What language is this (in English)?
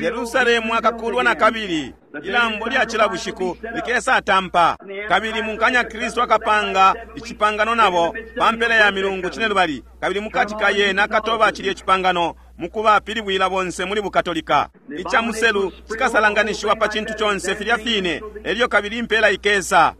Bemba